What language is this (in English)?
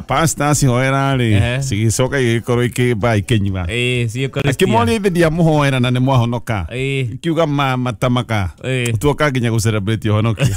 Kikuyu